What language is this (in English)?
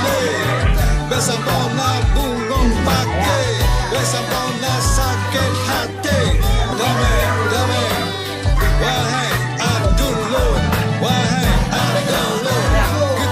Achinese